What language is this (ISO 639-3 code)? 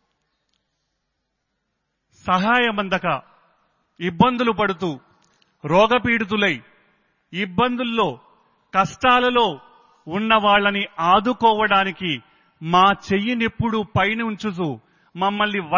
tel